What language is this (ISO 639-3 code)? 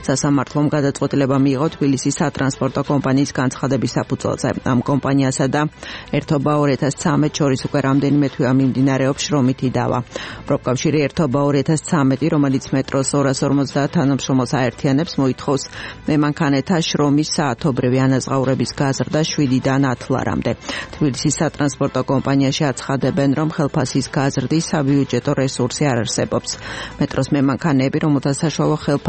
kat